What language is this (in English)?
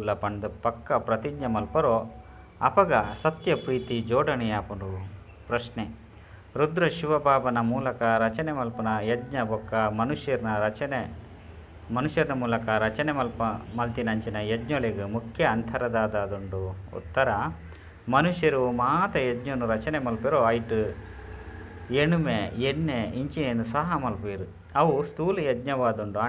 Tulu